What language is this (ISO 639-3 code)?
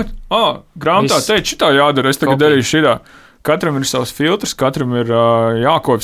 lav